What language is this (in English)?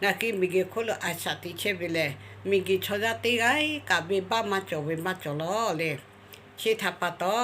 Lahu